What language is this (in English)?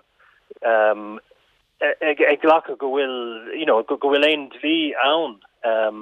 Irish